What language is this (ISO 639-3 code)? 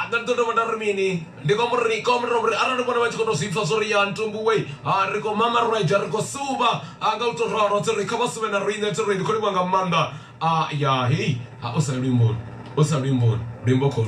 ven